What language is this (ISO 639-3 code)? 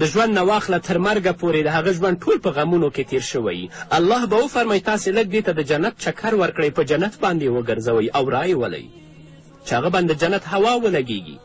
pus